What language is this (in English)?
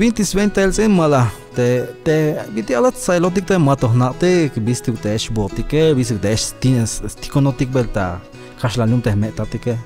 Tzeltal